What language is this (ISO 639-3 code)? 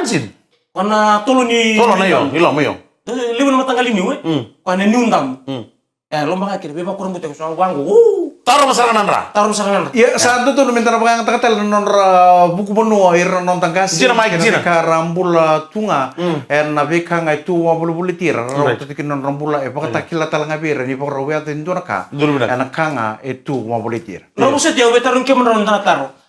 fij